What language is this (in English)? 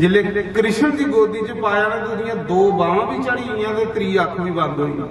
Dogri